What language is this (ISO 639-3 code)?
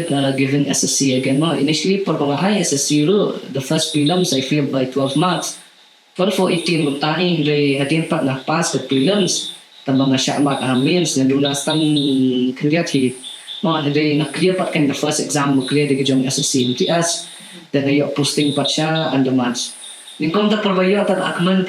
kha